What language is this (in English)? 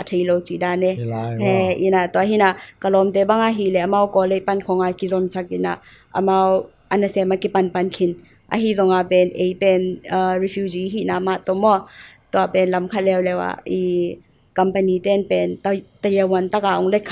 Tedim Chin